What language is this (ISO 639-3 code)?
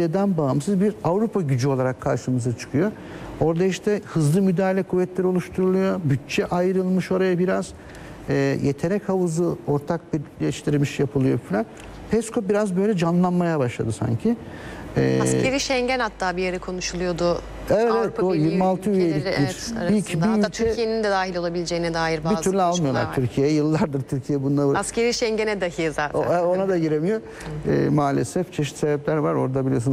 tur